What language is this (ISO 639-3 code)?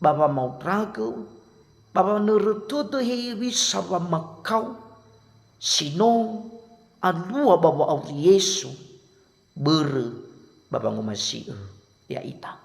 nia